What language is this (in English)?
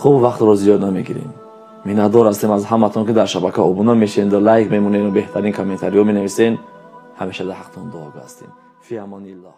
Tajik